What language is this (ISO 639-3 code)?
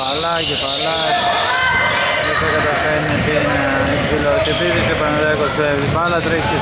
ell